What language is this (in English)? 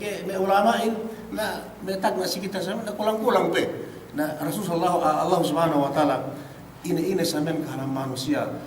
Yakan